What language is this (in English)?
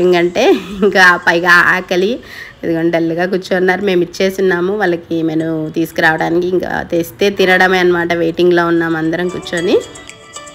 Telugu